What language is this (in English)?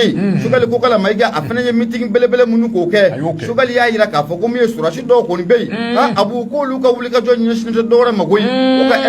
Bambara